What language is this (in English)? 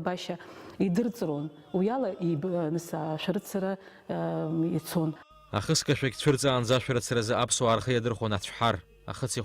Abkhazian